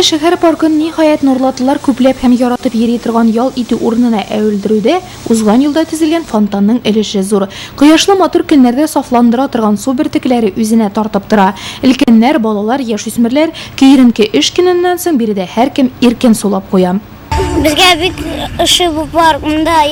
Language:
Tatar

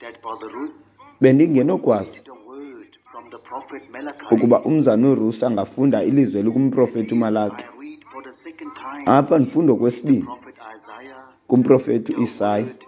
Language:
Xhosa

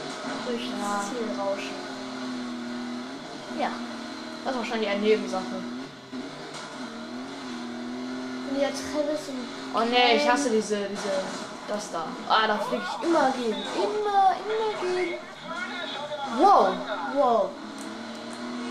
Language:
German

